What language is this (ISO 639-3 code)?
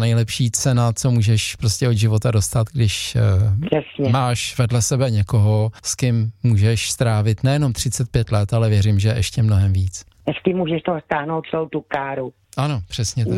ces